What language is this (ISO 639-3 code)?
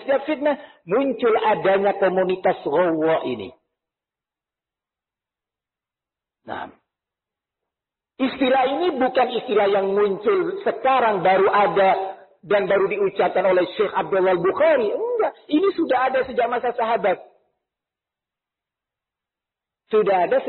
ind